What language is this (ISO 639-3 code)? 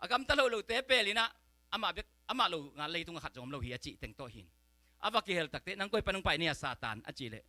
ctd